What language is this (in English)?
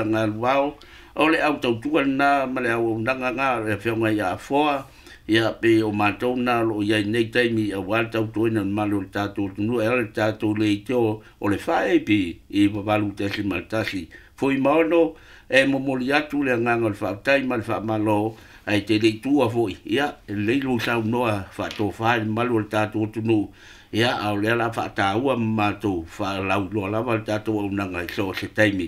Samoan